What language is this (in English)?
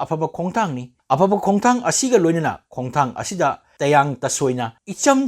Manipuri